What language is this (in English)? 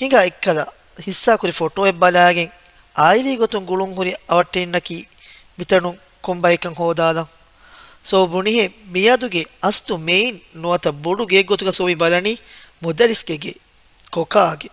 Divehi